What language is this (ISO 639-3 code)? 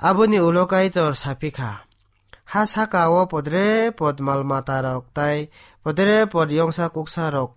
trp